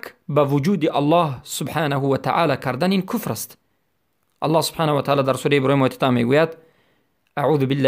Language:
Persian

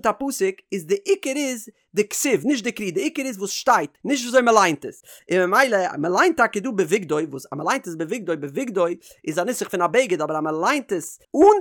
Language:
Yiddish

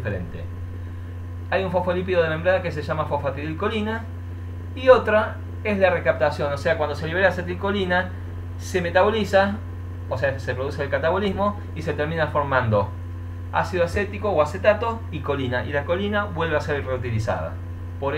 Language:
Spanish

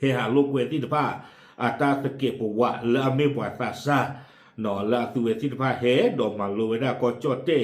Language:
S'gaw Karen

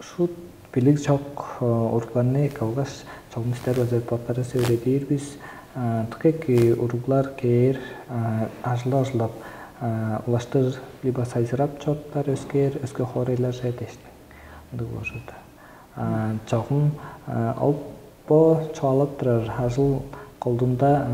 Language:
Tuvinian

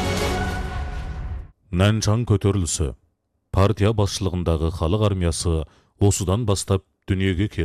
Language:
Kazakh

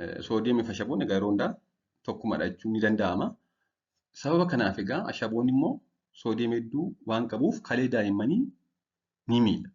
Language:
Oromo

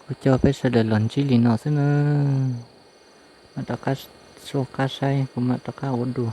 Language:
Hmong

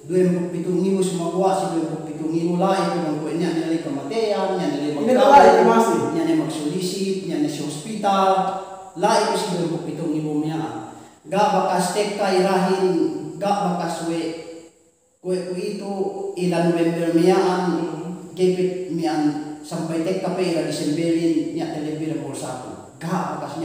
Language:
Yakan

